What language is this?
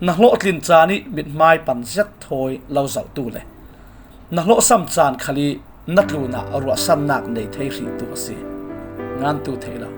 Falam Chin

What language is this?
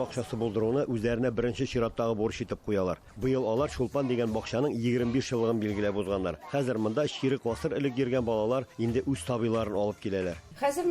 Tatar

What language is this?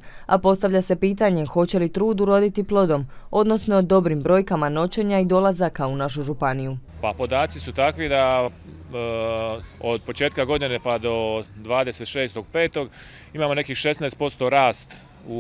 Croatian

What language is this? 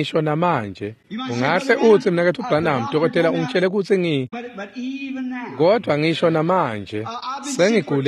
Swati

